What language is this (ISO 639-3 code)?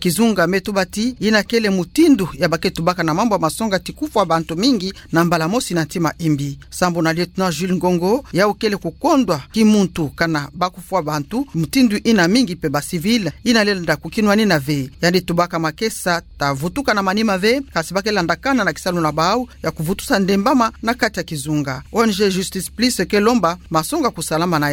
ktu